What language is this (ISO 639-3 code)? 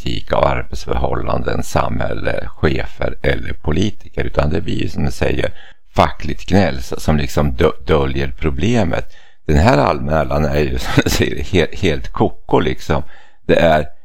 swe